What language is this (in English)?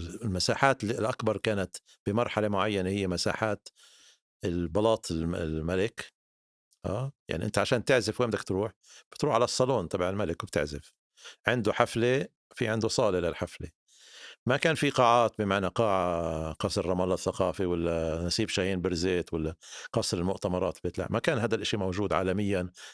North Levantine Arabic